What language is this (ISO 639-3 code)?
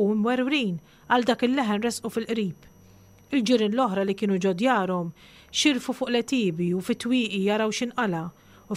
mlt